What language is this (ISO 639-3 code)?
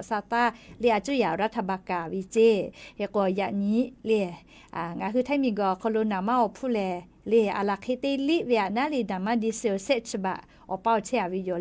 lhu